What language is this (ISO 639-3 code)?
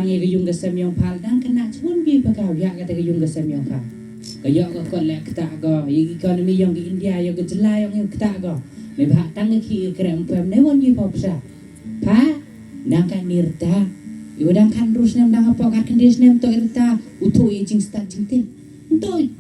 kha